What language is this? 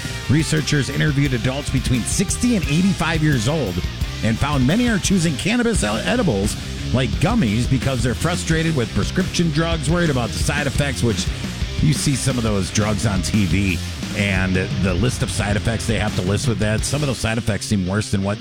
English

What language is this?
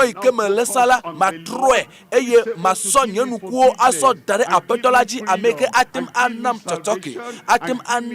Ewe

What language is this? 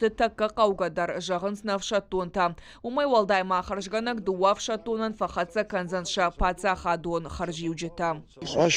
Ossetic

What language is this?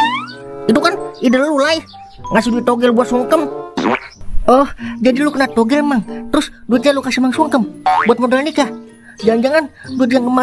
Betawi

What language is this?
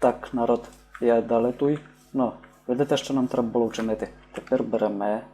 Rusyn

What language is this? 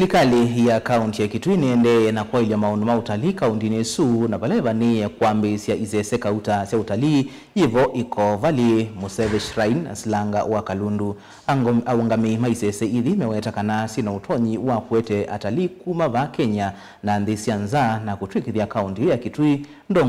Kamba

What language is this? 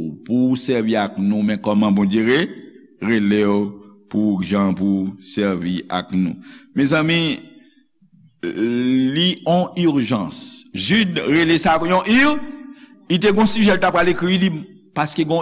Haitian Creole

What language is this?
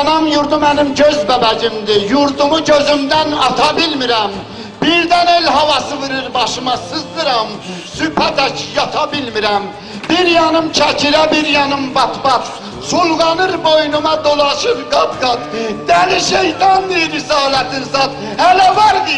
South Azerbaijani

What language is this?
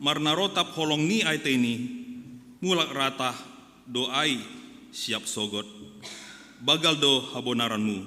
Batak Simalungun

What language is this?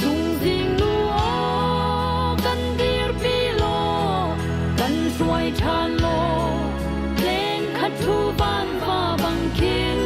Hakha Chin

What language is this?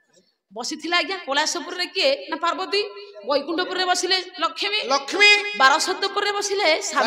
Odia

